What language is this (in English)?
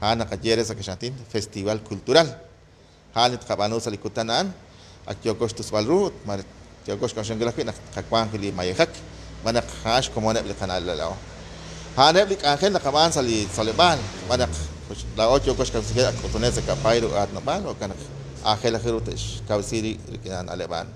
Kekchí